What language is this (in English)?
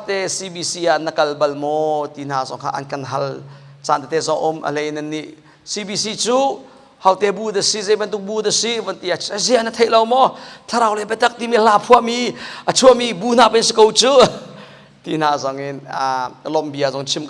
Hakha Chin